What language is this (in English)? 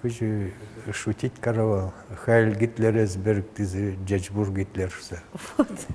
Udmurt